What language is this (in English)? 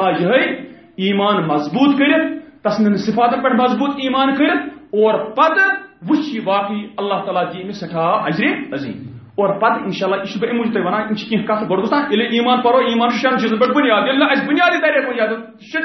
Kashmiri